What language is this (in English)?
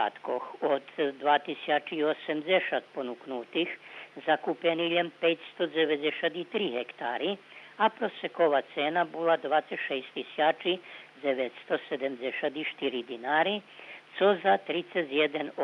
Rusyn